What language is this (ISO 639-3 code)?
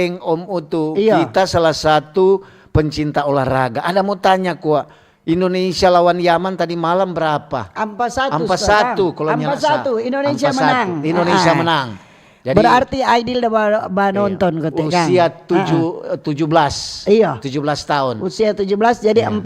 xmm